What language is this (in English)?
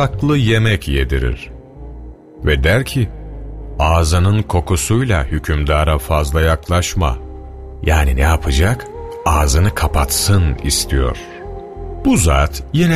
Turkish